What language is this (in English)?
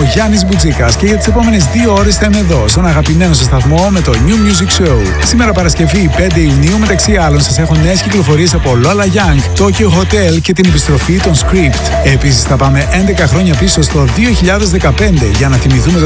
Greek